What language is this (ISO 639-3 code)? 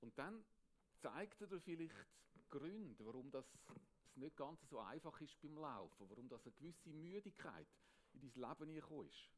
gsw